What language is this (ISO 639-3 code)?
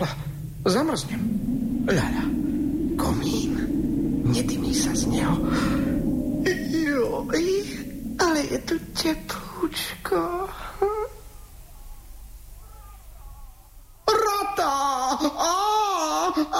slk